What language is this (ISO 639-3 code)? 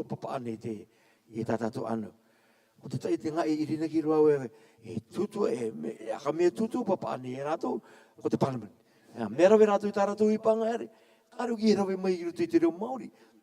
rar